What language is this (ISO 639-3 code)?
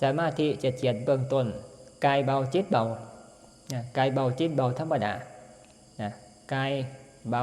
tts